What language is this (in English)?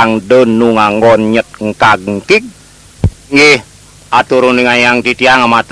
Balinese